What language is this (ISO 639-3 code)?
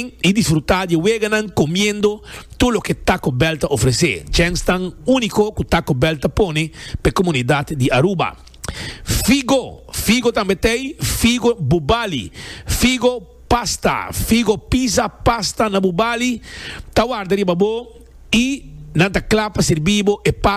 pap